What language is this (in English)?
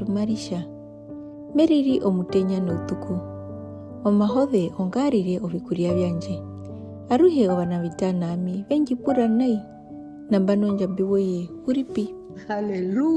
Herero